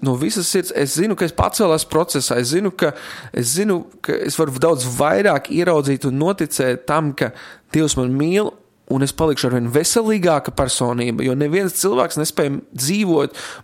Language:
Latvian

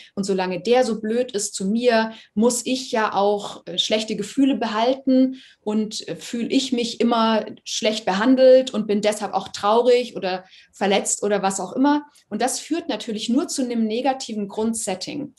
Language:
Swiss German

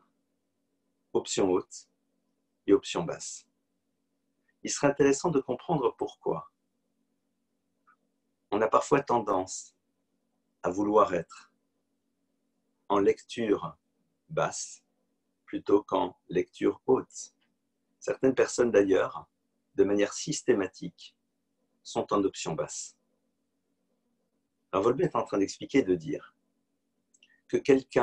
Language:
French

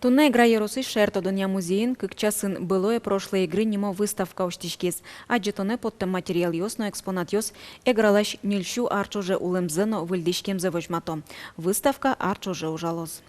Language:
Udmurt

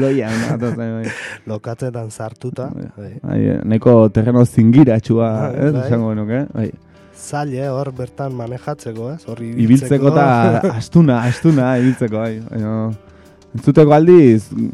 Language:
Basque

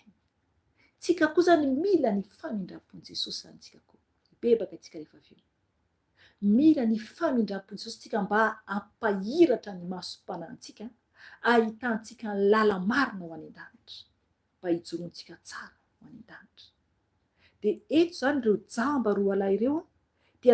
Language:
Malagasy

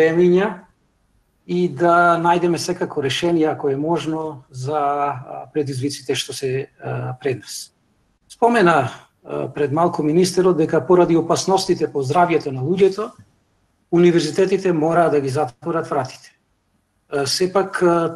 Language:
Macedonian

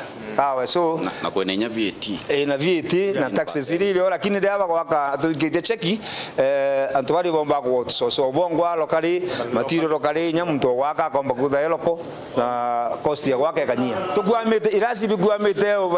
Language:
Meru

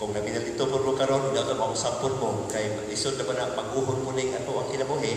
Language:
Cebuano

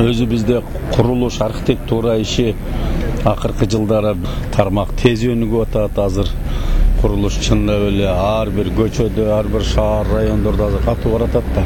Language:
Kyrgyz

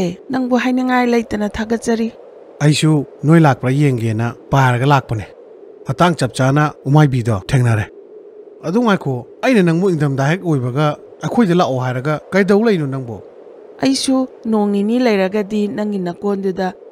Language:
Manipuri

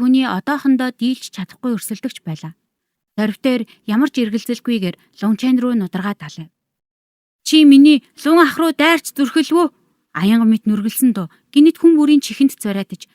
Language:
Mongolian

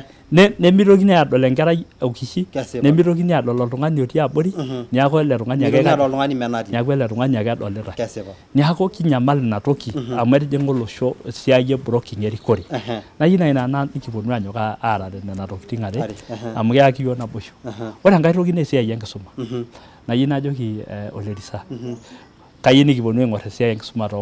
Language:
Masai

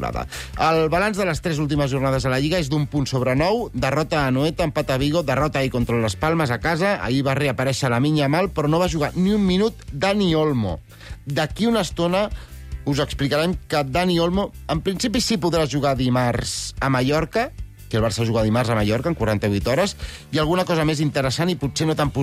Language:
Catalan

